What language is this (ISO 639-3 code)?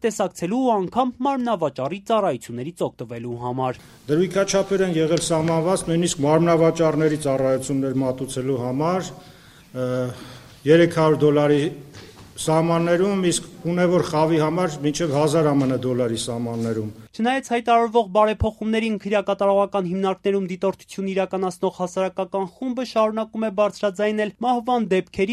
hye